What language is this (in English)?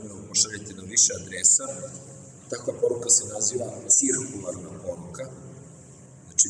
Serbian